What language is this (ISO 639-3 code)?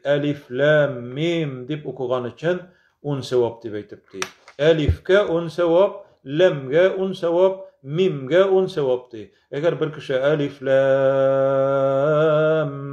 tat